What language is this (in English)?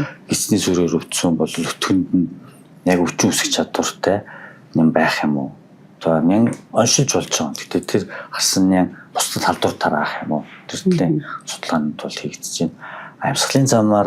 Mongolian